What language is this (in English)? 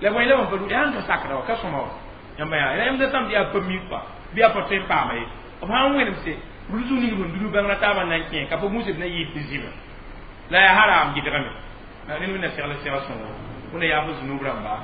Mossi